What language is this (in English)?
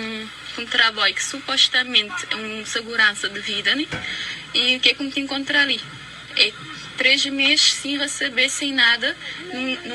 Kabuverdianu